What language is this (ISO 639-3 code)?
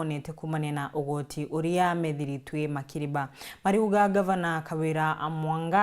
mer